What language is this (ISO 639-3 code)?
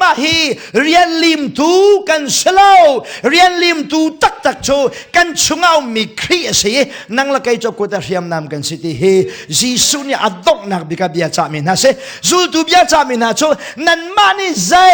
cnh